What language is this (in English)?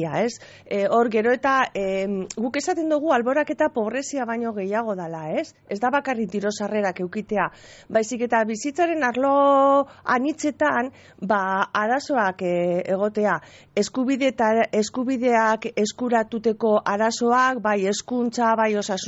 Basque